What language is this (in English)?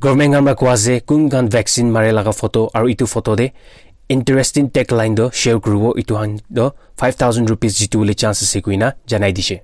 Naga Pidgin